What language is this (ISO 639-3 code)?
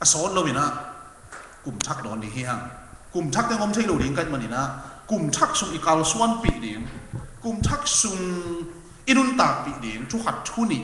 ctd